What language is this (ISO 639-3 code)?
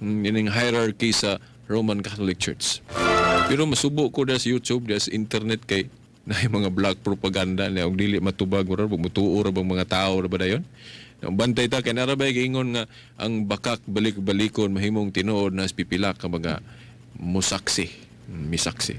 ceb